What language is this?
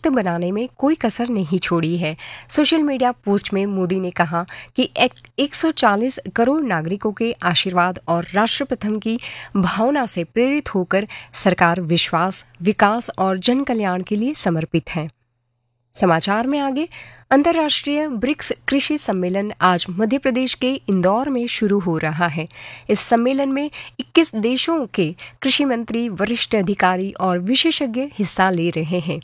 Hindi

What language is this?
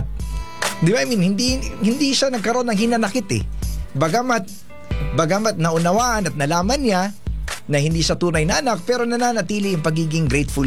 Filipino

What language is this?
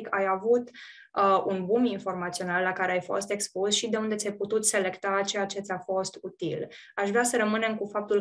Romanian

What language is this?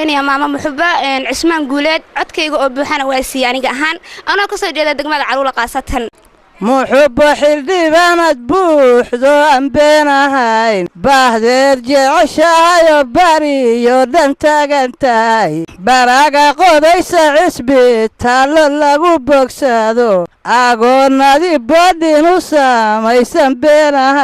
Somali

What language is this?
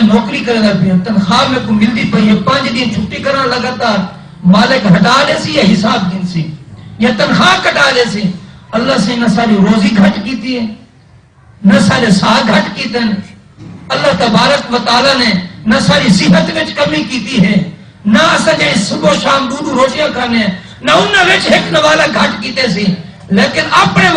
Saraiki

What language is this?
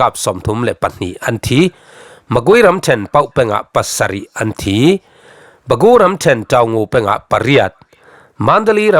Falam Chin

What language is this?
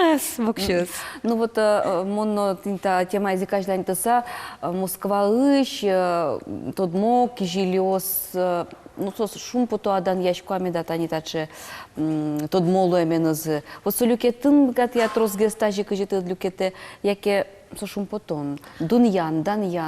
Udmurt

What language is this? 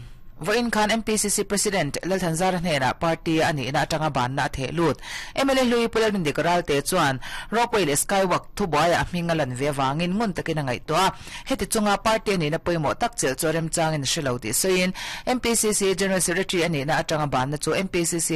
Mizo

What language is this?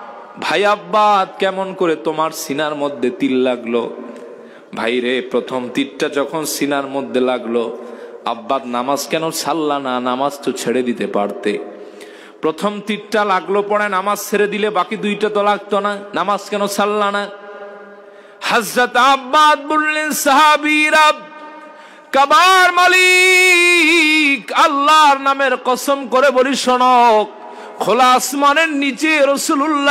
Bangla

